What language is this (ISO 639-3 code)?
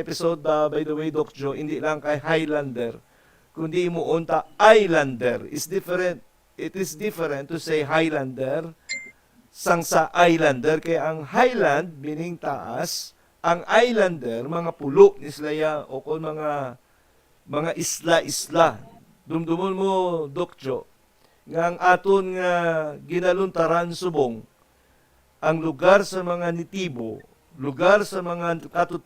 hil